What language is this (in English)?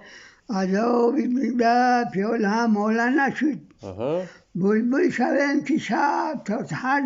Tajik